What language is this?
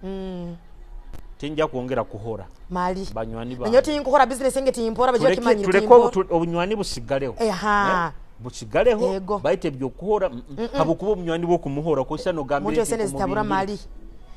Nyoro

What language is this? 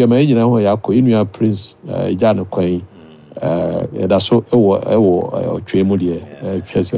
Akan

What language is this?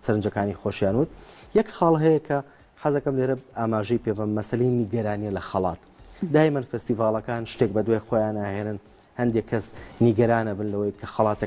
Central Kurdish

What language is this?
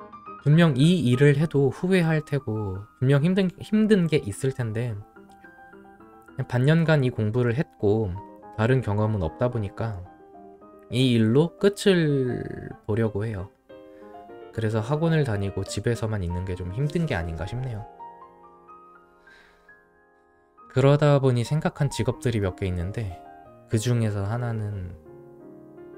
Korean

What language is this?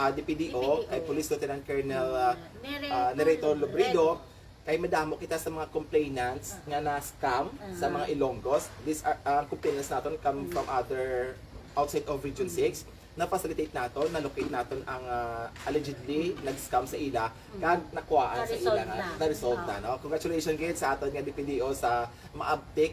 Hiligaynon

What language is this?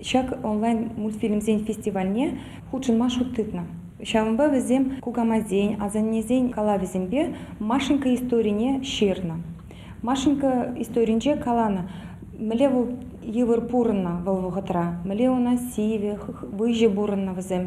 Chuvash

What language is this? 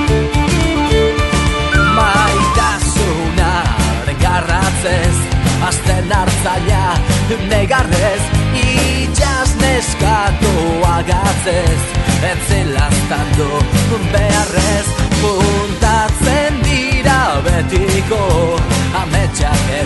Basque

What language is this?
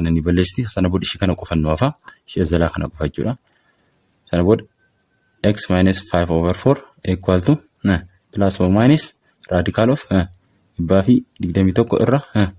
Oromo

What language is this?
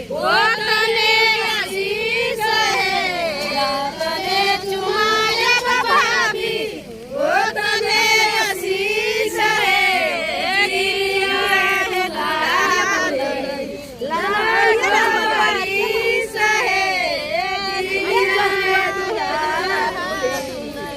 Maithili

